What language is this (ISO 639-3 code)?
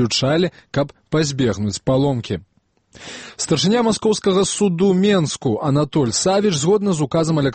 bel